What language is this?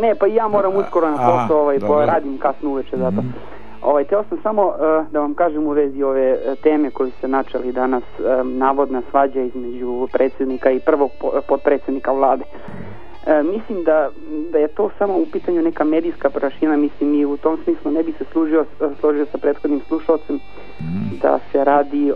Serbian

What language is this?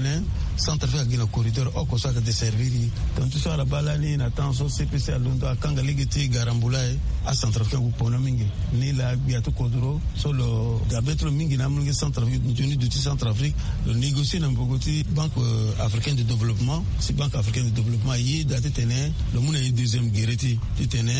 Sango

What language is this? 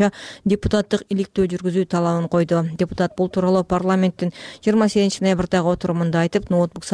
Kyrgyz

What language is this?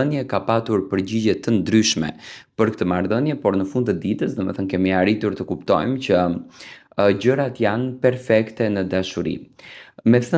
Albanian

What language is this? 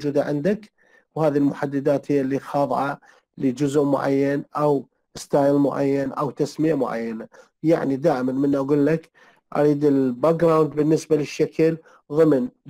Mesopotamian Arabic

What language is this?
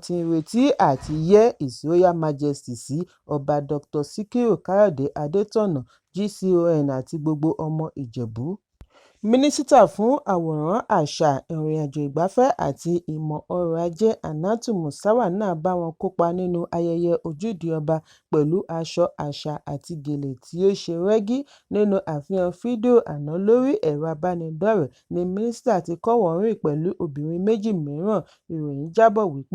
Yoruba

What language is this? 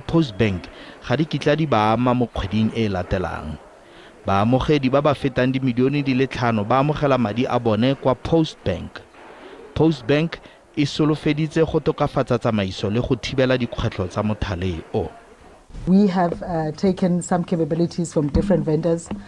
Tswana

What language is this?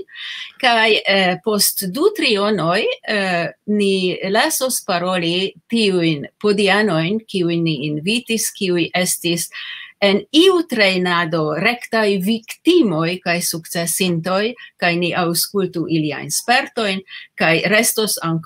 Esperanto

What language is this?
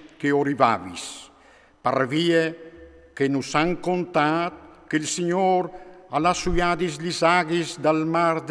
Friulian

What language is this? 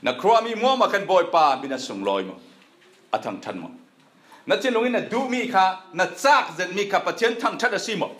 Falam Chin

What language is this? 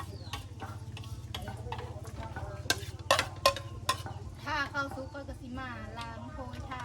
Lao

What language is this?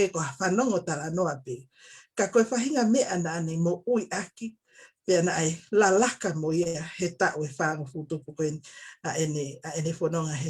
Tongan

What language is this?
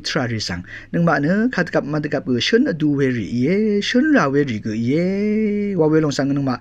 Rawang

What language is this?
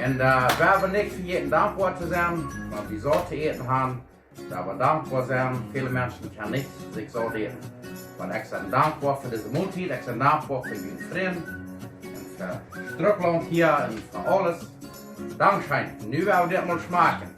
Plautdietsch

